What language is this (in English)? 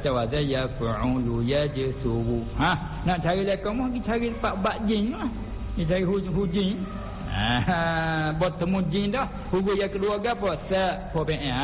Malay